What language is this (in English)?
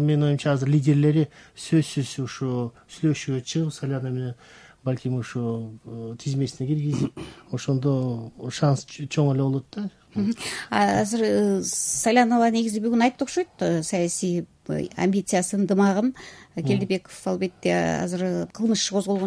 Kyrgyz